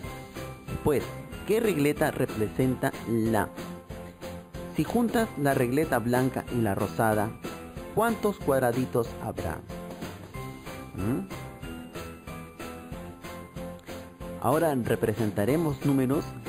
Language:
Spanish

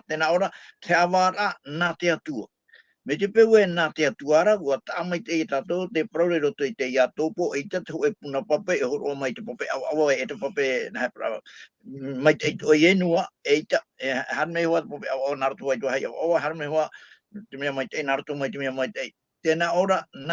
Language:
Tahitian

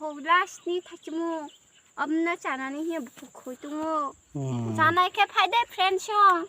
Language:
Kok Borok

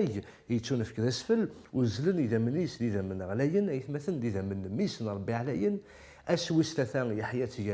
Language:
Kabyle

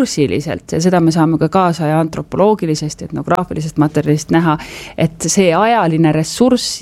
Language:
Estonian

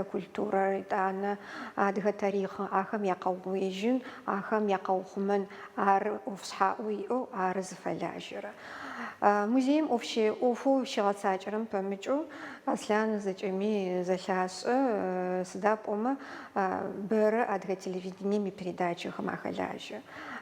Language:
Adyghe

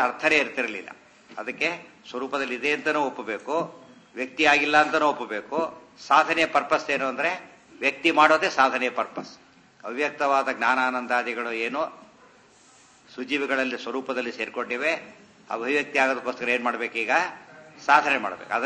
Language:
Kannada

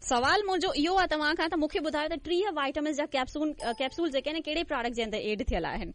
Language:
Sindhi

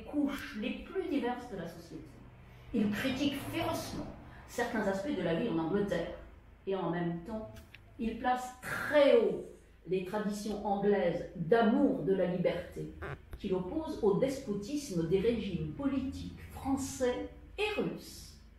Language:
French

